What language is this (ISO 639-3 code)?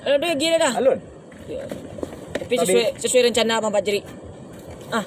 min